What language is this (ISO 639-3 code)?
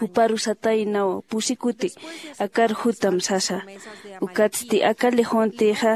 aym